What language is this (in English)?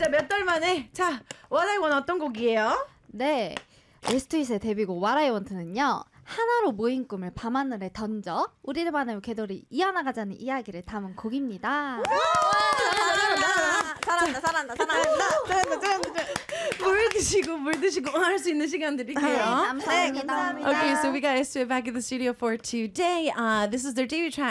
Korean